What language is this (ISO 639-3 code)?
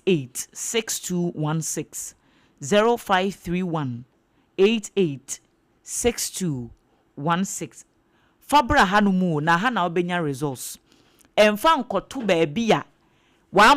aka